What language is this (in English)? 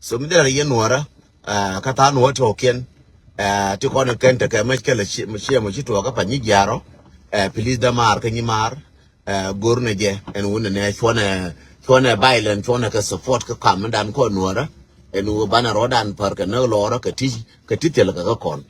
Nuer